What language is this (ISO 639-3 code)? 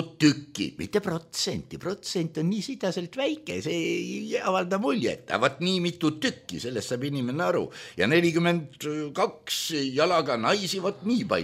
est